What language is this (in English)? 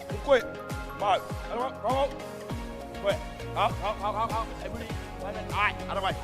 Māori